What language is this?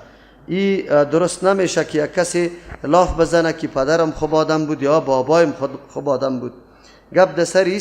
Persian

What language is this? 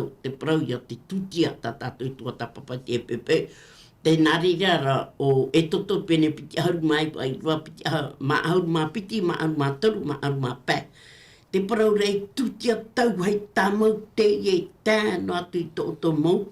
Tahitian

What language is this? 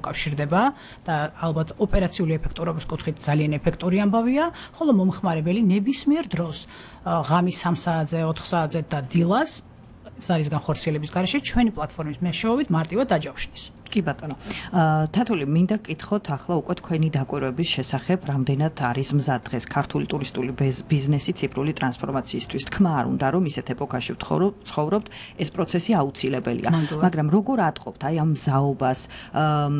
Georgian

